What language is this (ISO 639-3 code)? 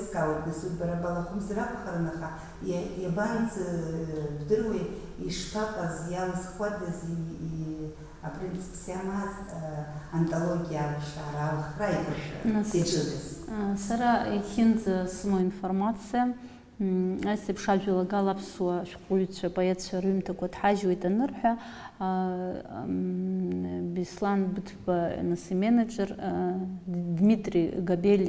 abk